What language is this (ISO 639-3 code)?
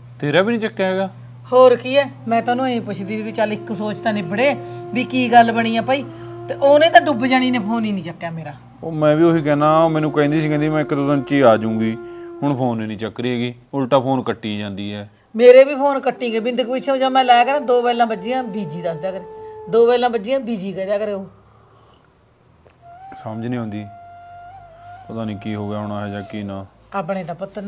pan